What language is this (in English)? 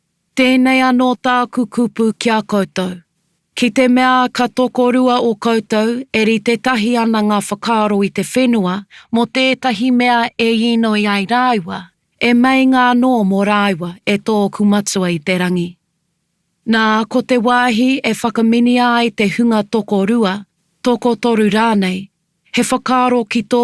Māori